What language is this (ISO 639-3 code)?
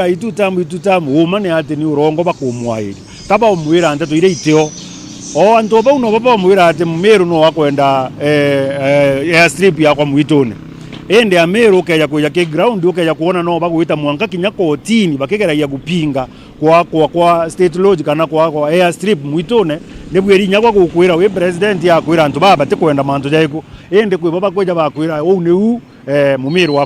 mer